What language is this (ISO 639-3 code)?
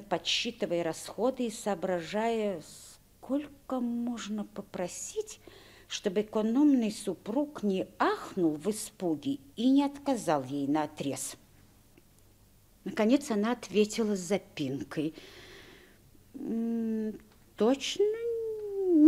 rus